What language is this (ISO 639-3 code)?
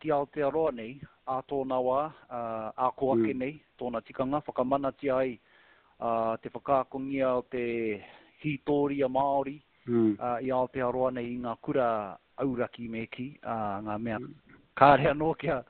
mri